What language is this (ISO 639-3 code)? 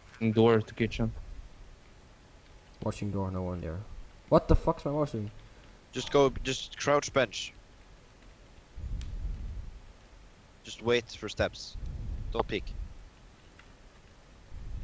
eng